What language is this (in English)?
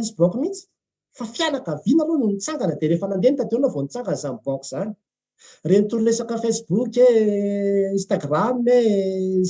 Malagasy